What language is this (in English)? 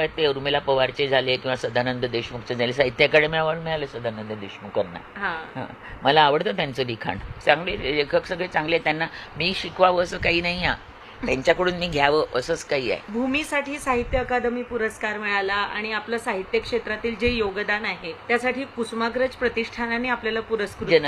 Marathi